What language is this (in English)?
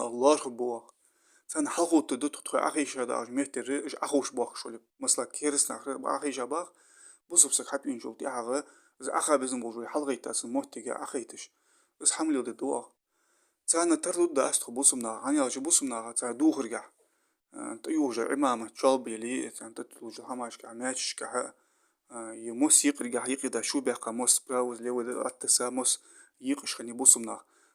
Ingush